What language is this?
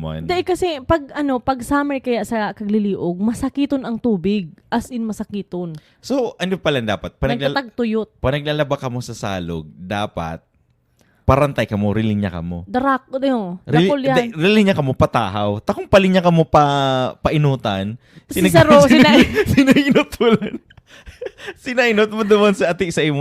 Bikol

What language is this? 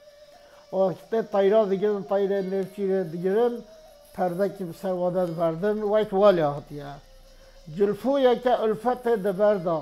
Kurdish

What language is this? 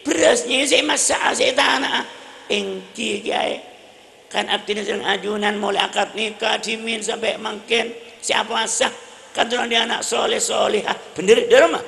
Madurese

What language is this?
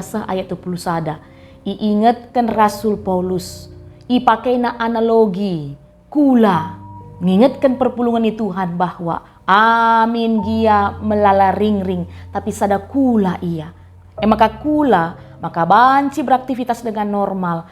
Batak Karo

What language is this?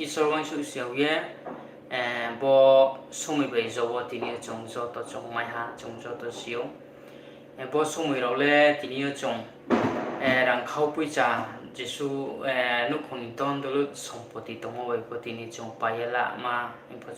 Riang (India)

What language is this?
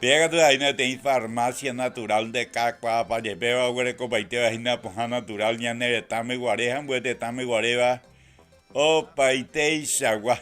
Guarani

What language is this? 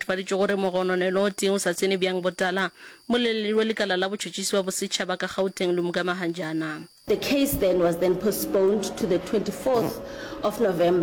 Northern Sotho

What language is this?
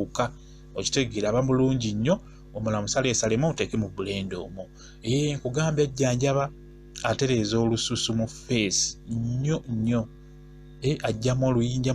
Ganda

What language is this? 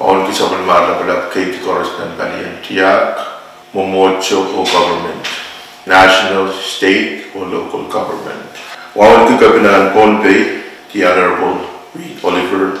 Pohnpeian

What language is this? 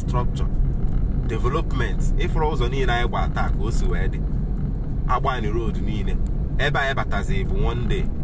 Igbo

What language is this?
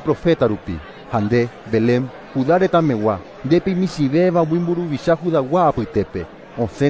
Guarani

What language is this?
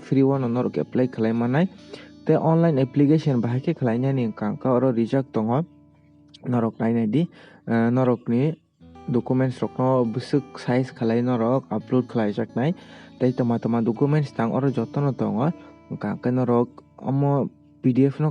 Kok Borok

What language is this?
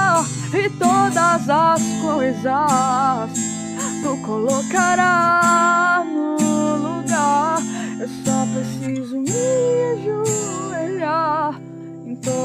Portuguese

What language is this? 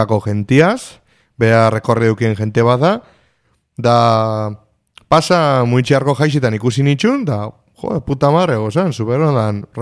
Basque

